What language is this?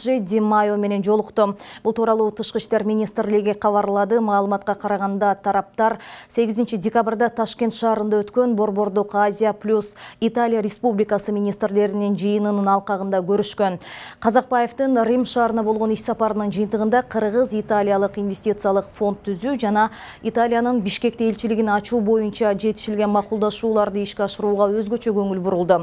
Kyrgyz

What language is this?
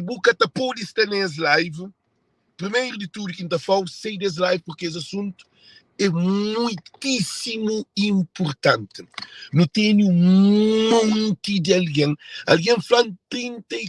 Kabuverdianu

